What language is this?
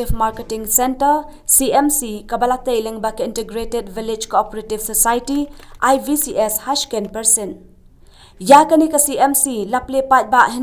Khasi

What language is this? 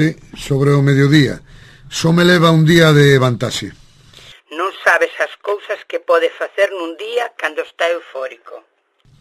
Galician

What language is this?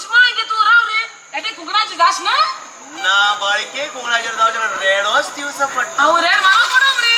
Konkani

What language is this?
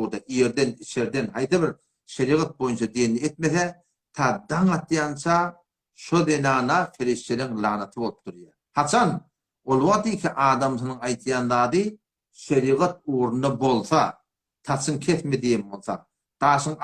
Turkmen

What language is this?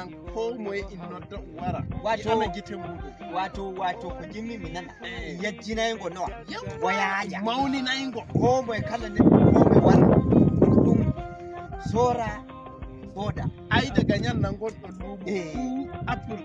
Nigerian Fulfulde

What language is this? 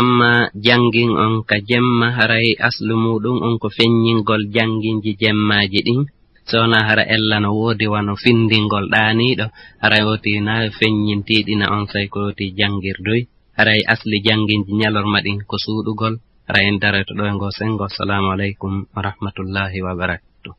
Fula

